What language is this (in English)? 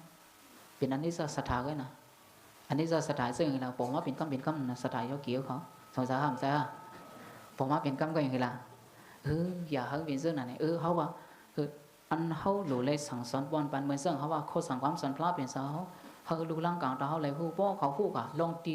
Shan